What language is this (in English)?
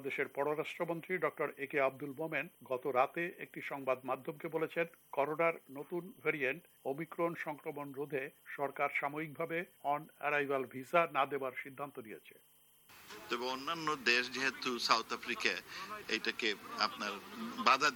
Bangla